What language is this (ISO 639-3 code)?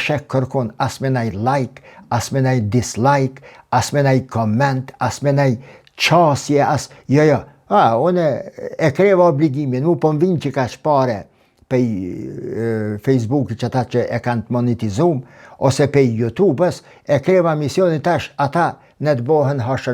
sqi